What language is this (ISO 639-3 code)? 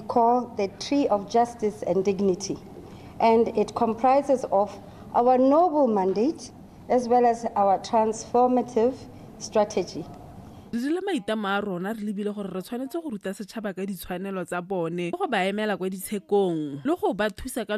tsn